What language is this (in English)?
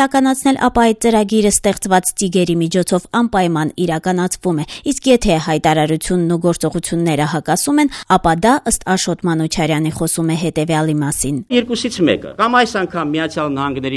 Armenian